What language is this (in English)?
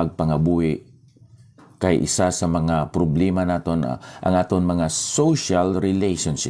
Hiligaynon